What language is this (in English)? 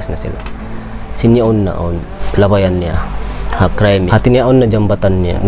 Tausug